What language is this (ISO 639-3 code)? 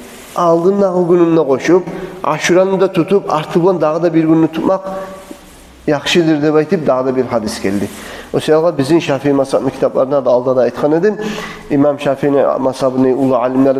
kum